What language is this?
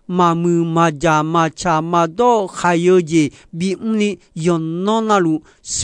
Akha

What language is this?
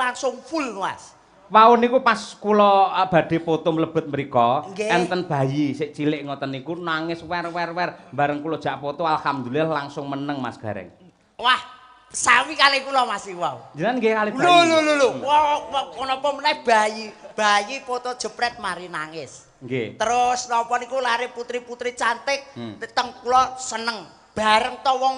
Javanese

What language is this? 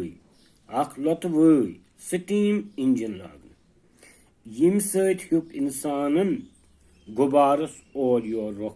Kashmiri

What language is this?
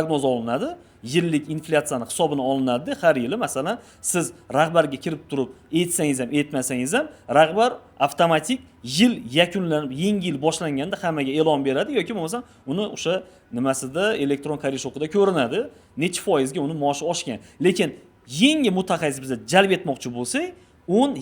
Uzbek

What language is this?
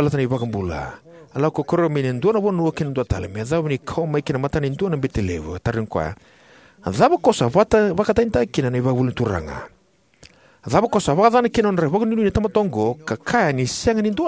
Fijian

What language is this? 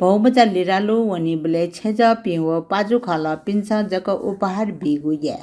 Newari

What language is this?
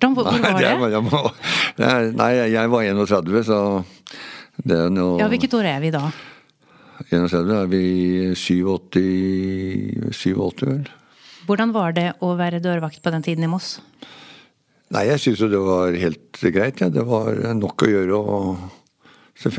Norwegian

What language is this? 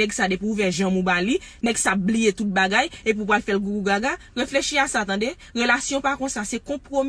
Haitian Creole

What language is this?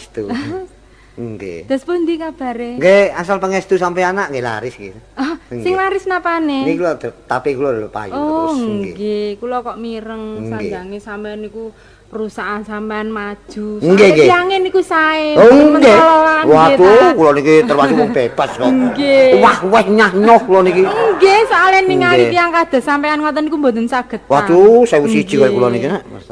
Javanese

